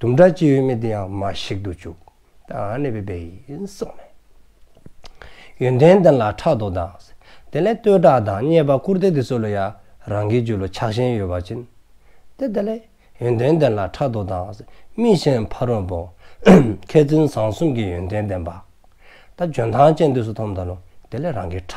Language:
Dzongkha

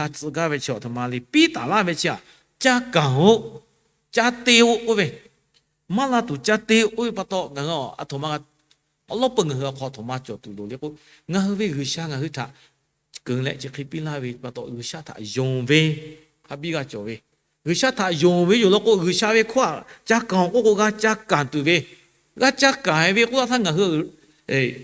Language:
Lahu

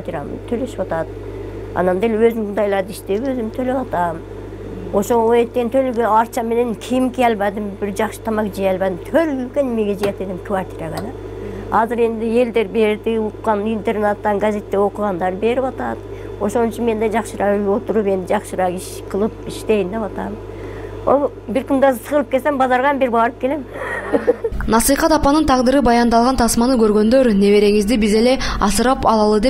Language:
Kyrgyz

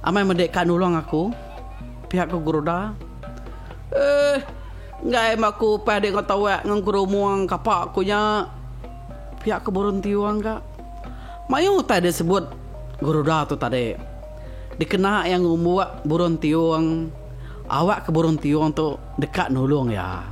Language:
Iban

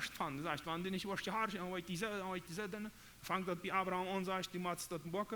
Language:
Plautdietsch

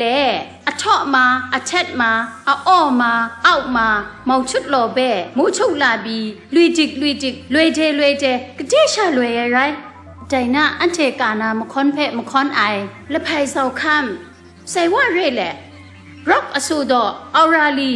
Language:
Kachin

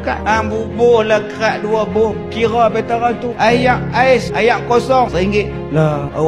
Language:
Malay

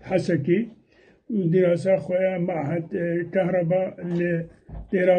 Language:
Kurdish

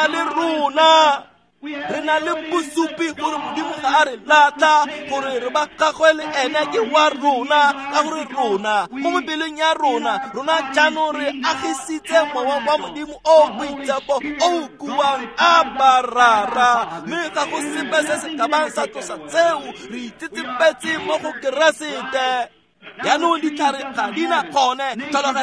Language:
Tswana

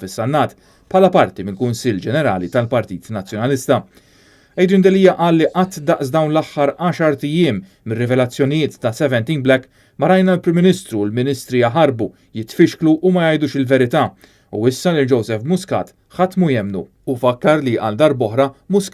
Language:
Maltese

